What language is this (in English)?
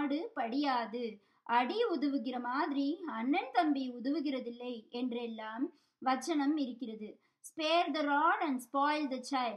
Tamil